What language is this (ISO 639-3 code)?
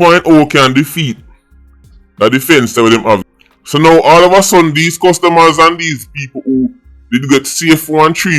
jam